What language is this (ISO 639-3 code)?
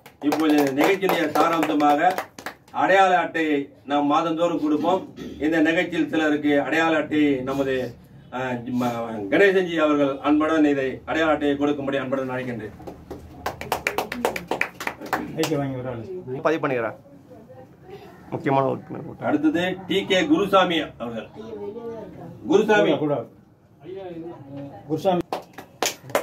tam